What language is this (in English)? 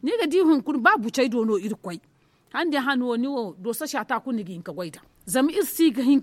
Zarma